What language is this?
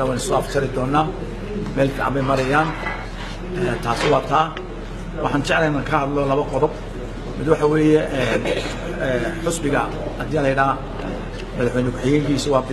Somali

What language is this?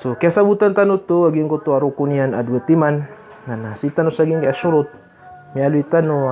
Maranao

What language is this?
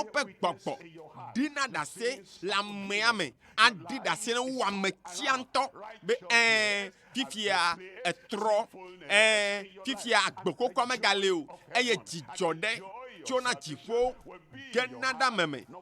Ewe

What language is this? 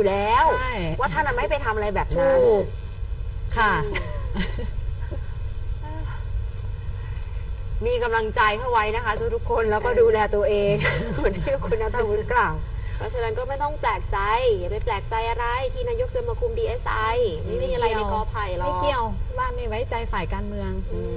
Thai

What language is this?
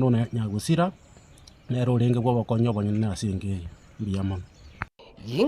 Gusii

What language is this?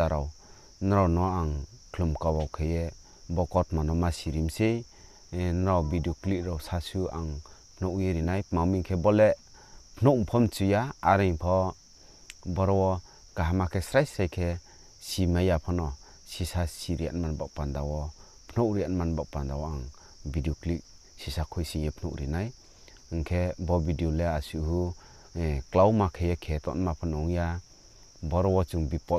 Riang (India)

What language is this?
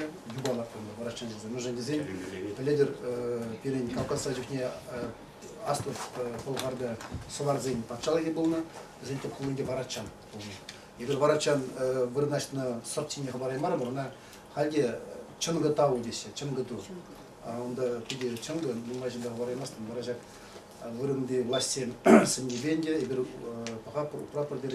Chuvash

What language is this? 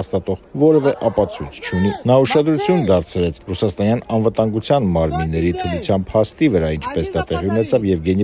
Armenian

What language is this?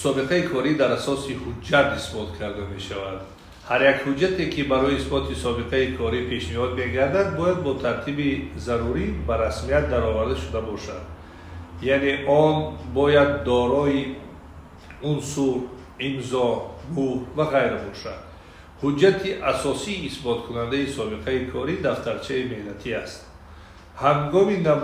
Tajik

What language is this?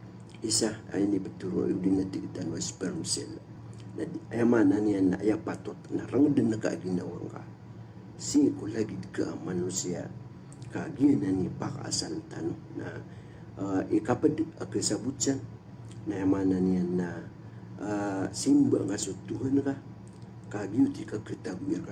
Maranao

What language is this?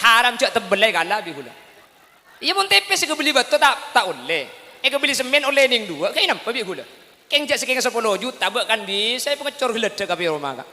Madurese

